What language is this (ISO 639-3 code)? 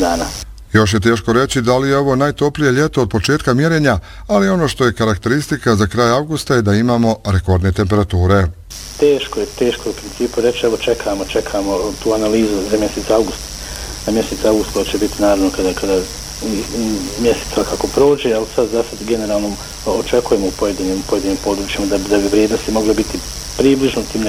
bos